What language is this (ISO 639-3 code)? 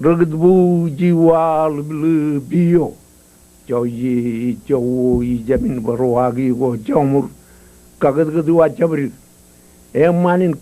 mah